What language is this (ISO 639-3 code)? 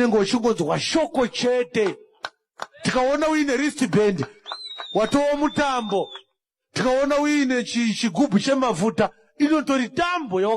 sna